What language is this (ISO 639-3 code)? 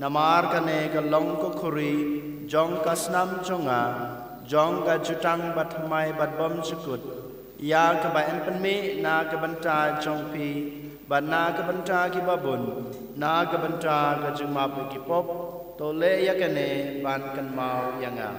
kha